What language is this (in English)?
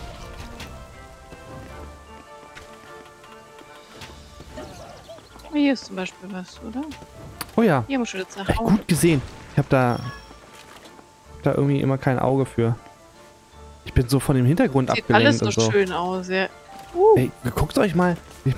German